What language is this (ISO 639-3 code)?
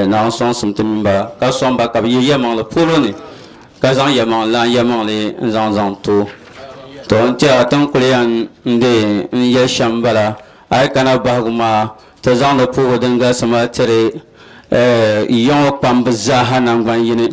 dag